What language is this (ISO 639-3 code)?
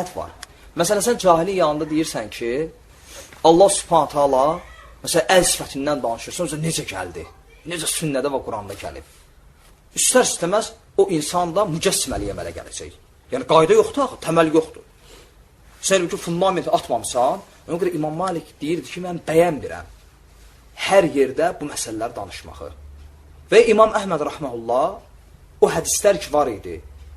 aze